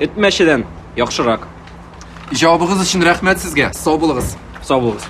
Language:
Tatar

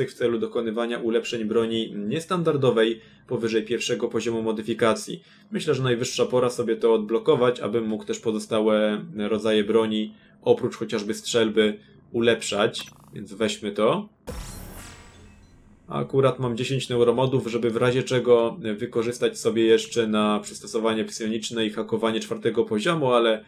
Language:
Polish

